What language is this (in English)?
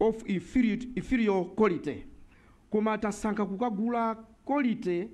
Nyanja